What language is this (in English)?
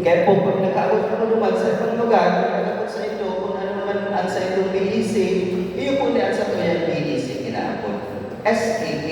Bikol